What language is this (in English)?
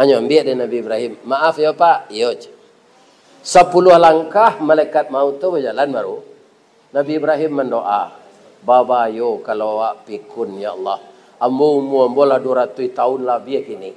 Minangkabau